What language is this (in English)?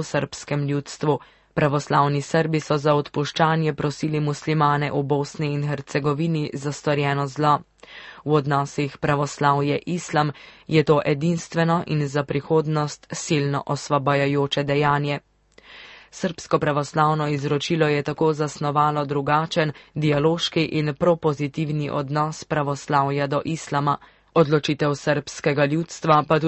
Slovenian